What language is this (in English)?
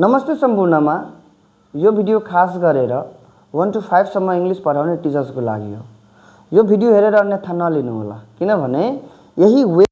Nepali